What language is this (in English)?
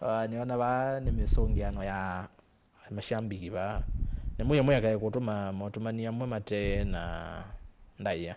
Kamba